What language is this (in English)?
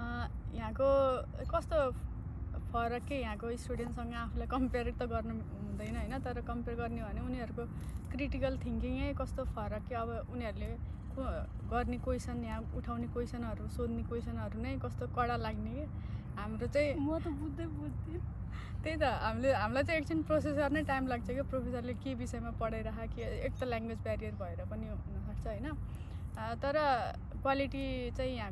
Nepali